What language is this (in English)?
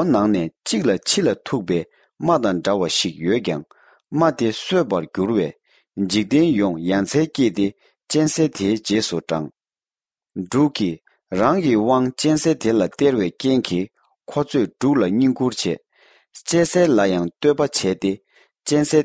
Tibetan